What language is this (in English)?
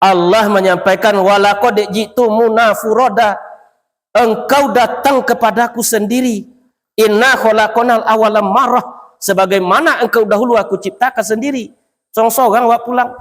Minangkabau